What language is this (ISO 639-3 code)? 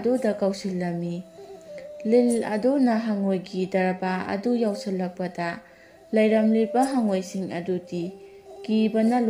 mni